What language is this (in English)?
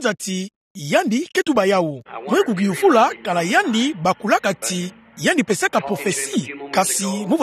Kituba (Democratic Republic of Congo)